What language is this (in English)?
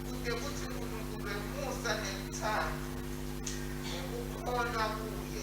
Swati